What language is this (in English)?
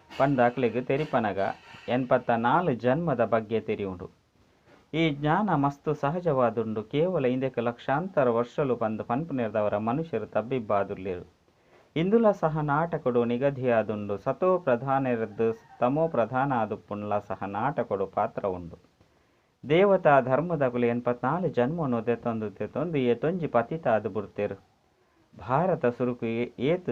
Tulu